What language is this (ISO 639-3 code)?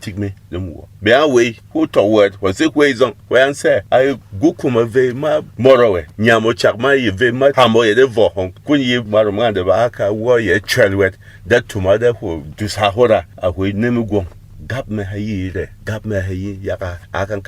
bom